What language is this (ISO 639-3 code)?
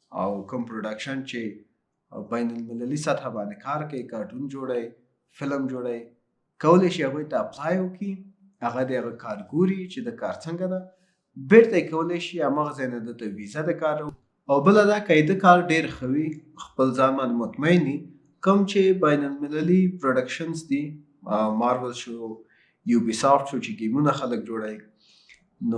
pus